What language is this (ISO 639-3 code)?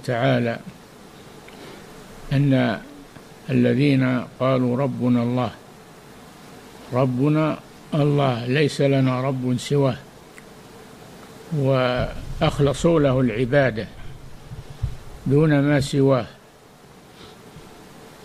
ara